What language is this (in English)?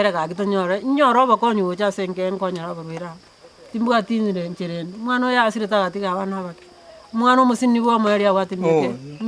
Gusii